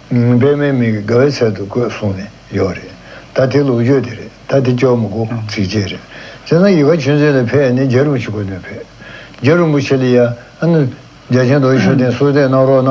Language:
Tibetan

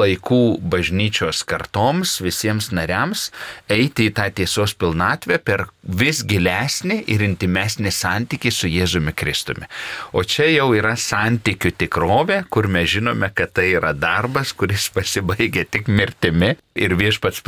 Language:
Lithuanian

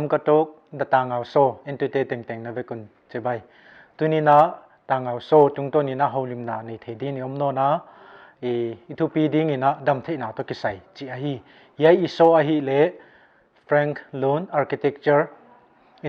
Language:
Paite Chin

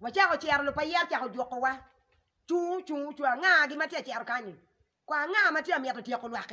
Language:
Acoli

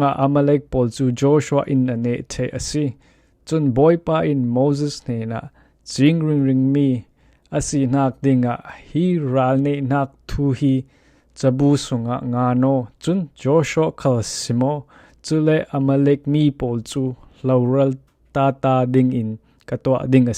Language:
Falam Chin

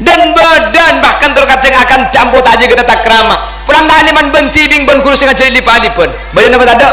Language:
Madurese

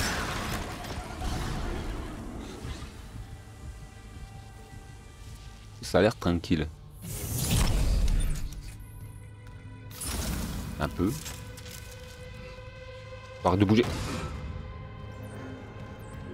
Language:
French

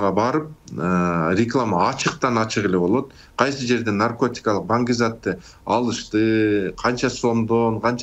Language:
Kyrgyz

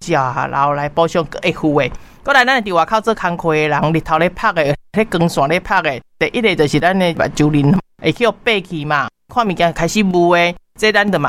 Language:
Min Nan Chinese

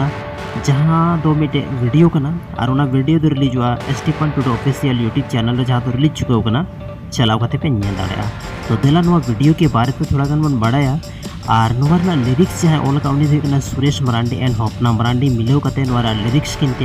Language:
Santali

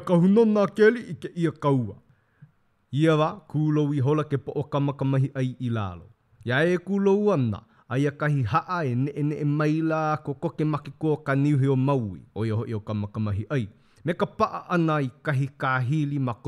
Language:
Hawaiian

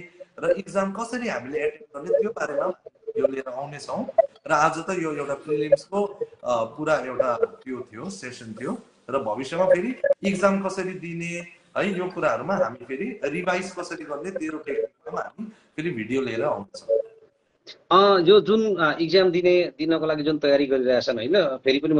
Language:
Nepali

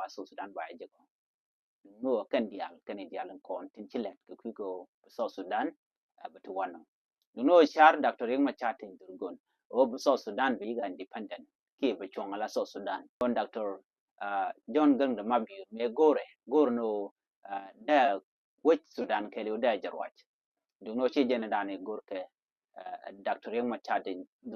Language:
Nuer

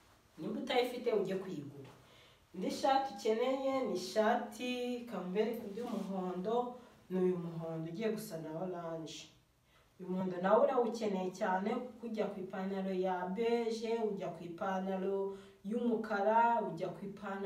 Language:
Kinyarwanda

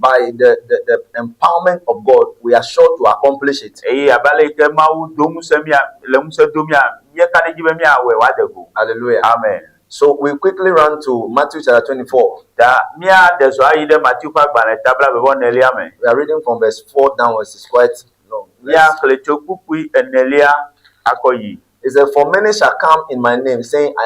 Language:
Ewe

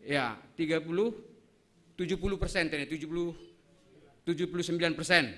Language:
Batak Simalungun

